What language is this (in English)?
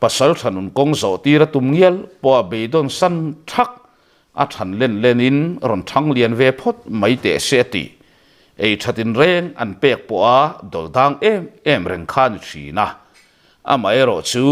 Mizo